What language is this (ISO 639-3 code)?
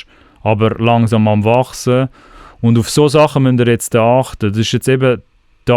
gsw